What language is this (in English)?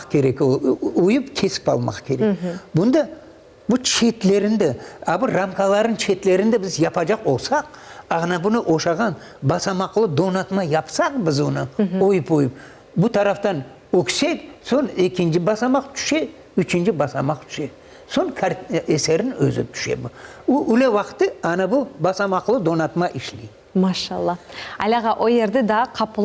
Crimean Tatar